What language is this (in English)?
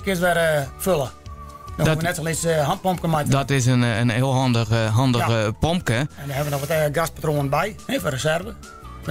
Western Frisian